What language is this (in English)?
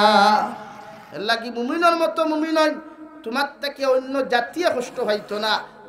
Sylheti